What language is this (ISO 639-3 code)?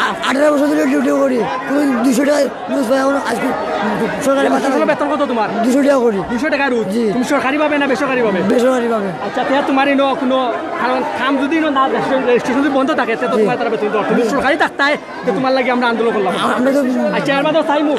syl